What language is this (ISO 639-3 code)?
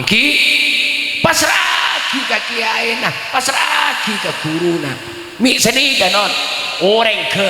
mad